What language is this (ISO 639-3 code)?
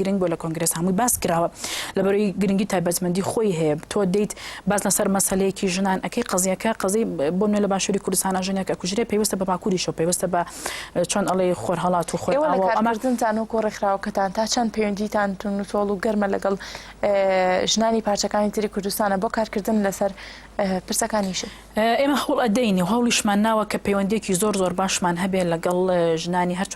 ckb